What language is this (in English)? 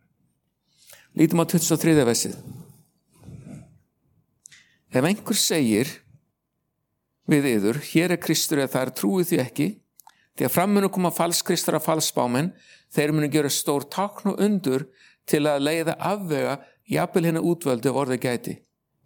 Icelandic